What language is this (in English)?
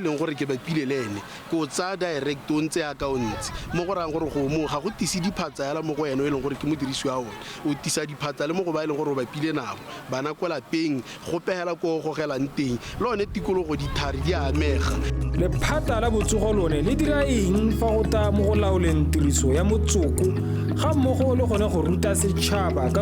Tswana